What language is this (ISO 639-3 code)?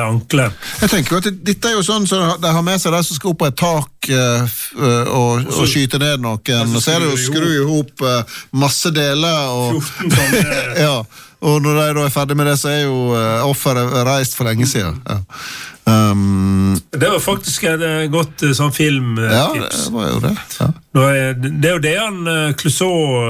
nor